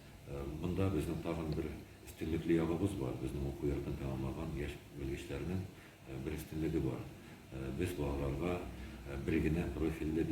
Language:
Tatar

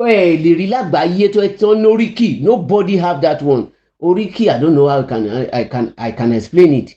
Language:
Yoruba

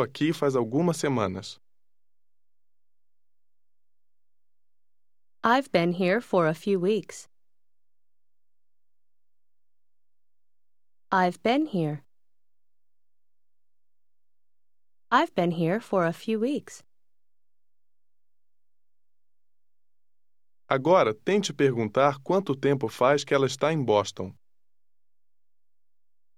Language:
Portuguese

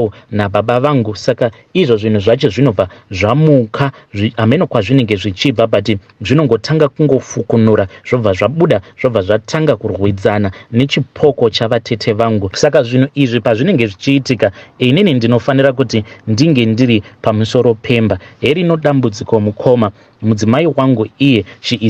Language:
Shona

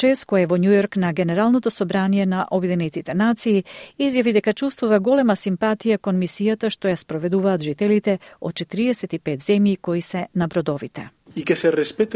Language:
Macedonian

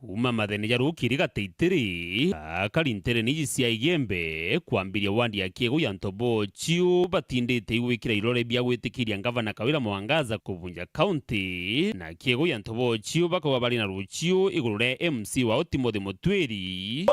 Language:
Meru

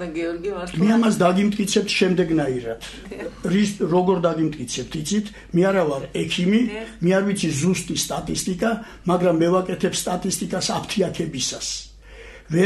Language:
Georgian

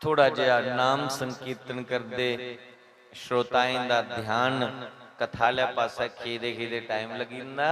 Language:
Dogri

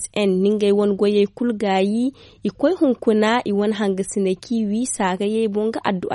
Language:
Zarma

